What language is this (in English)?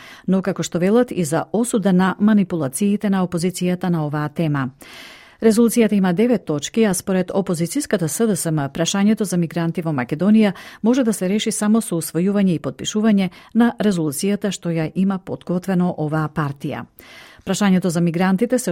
Macedonian